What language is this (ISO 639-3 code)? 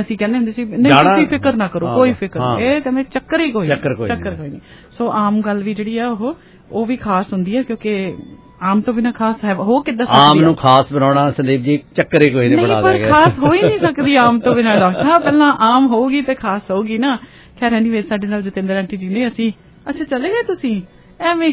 pan